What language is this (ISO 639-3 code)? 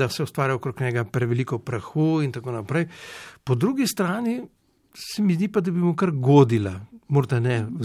slv